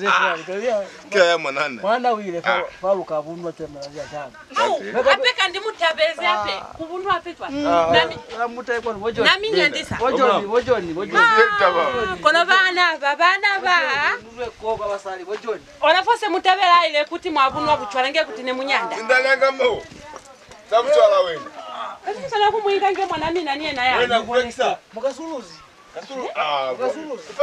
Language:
Lozi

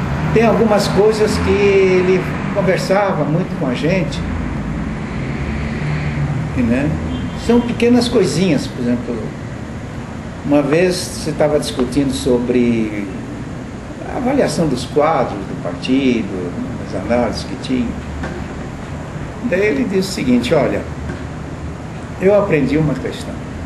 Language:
Portuguese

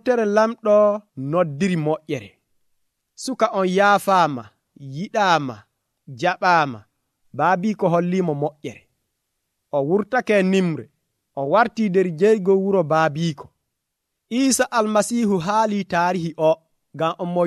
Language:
Nigerian Fulfulde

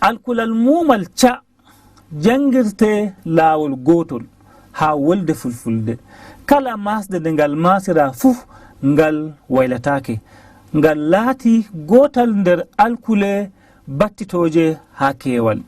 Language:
Fula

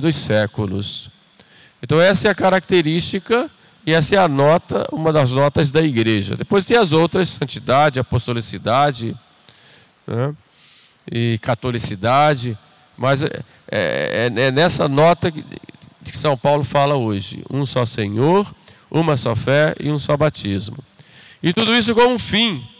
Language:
Portuguese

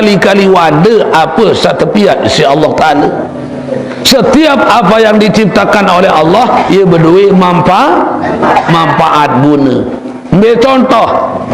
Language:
Sasak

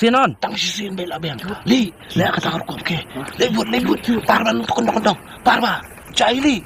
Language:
Khasi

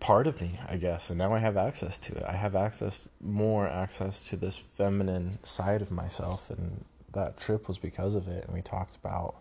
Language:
English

